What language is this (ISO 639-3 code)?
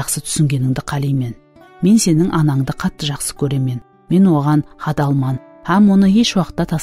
kaa